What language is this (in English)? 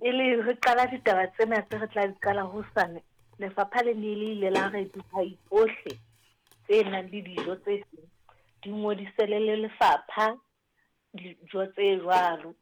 Southern Sotho